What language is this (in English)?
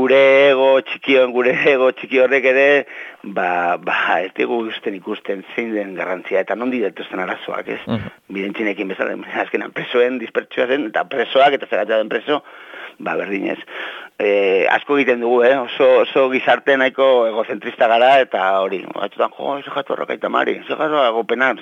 Basque